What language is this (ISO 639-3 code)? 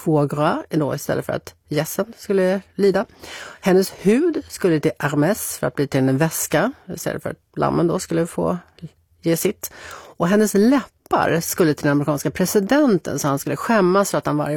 swe